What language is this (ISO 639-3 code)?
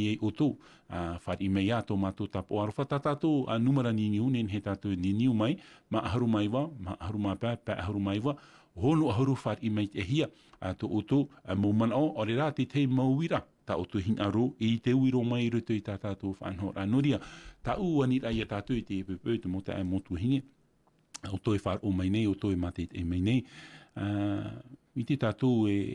tah